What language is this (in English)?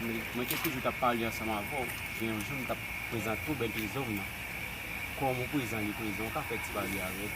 Haitian Creole